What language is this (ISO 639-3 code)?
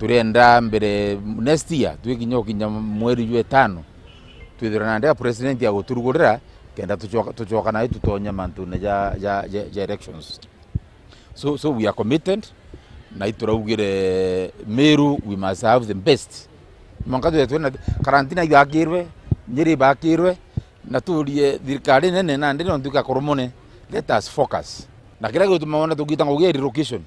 mer